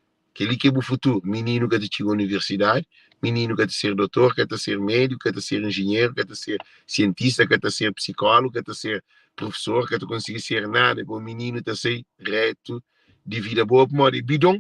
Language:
Kabuverdianu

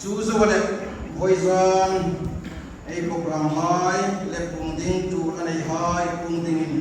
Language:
Hmar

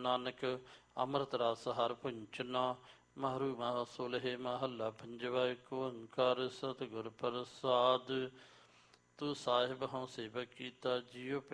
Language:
Punjabi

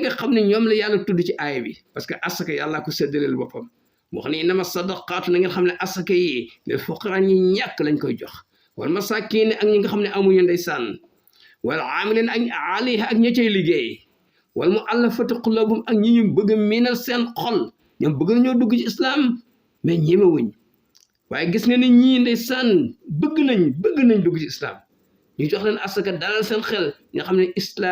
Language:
Wolof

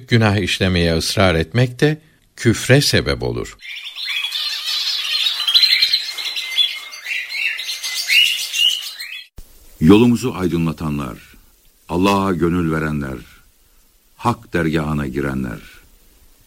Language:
Turkish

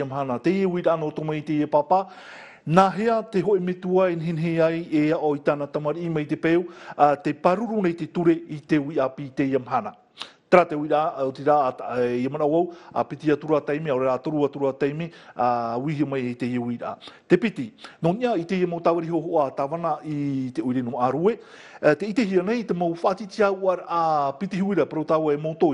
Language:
Tahitian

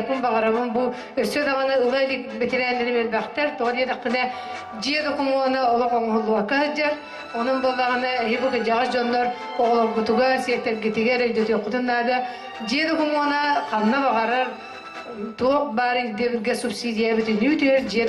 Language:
Yakut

